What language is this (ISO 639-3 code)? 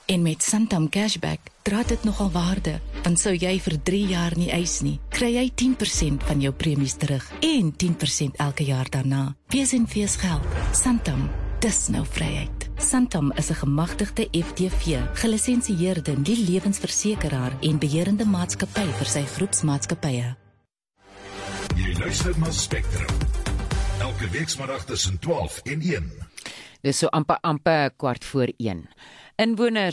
afr